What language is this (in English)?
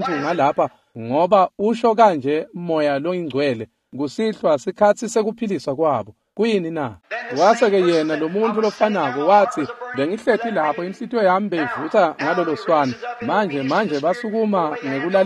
Swati